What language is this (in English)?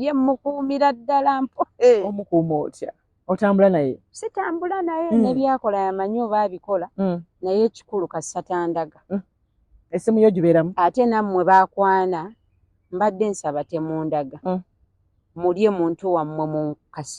Ganda